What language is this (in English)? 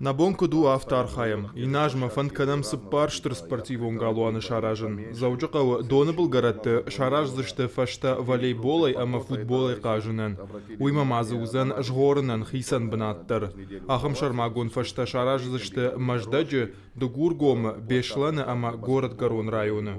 Ossetic